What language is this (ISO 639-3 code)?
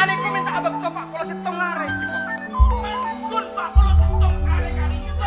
mad